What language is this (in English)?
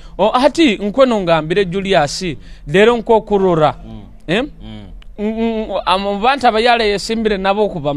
Nyoro